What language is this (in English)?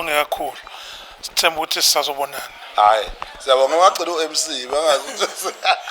Zulu